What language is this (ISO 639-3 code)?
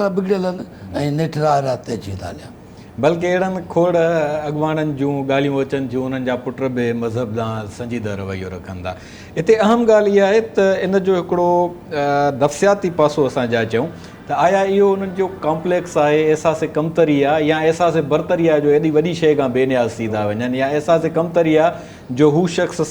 snd